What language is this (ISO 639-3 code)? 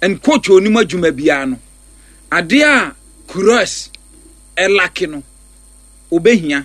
aka